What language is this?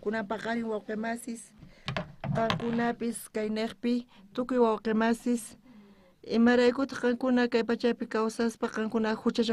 South Bolivian Quechua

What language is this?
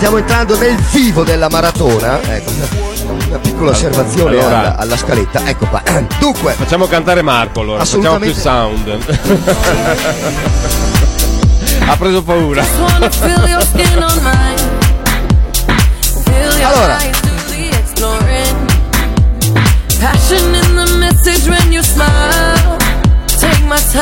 Italian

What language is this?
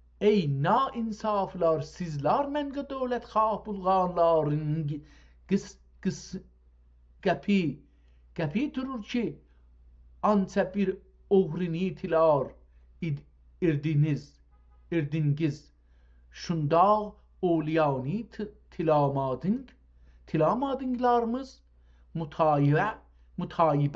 South Azerbaijani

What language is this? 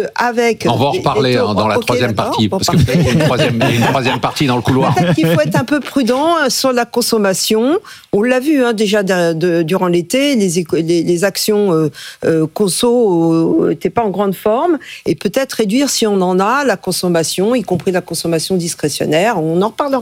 French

